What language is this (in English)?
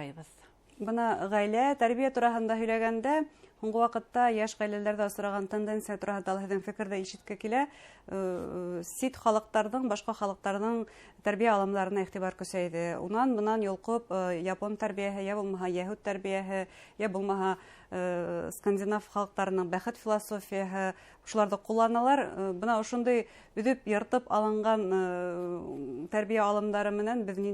Bashkir